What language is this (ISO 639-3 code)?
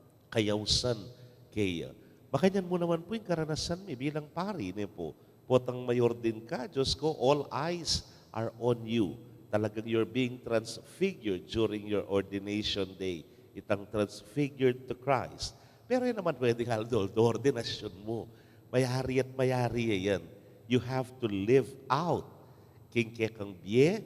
pam